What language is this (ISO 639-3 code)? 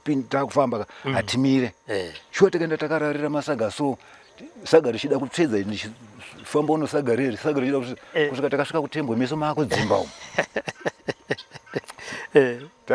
sna